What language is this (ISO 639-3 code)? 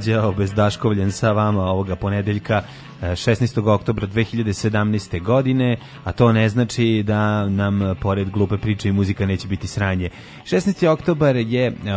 srp